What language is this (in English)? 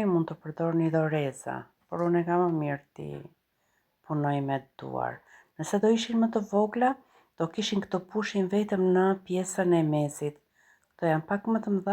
Albanian